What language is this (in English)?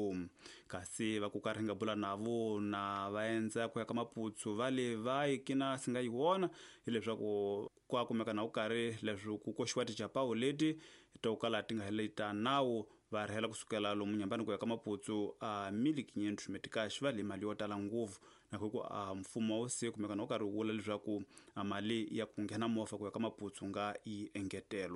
Tsonga